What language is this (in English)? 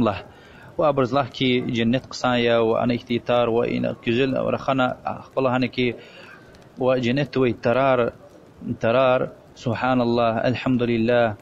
Lezghian